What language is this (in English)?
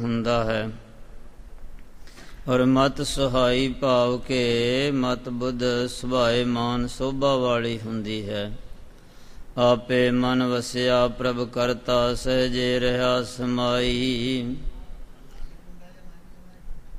Punjabi